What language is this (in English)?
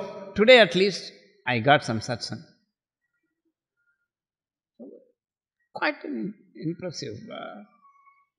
English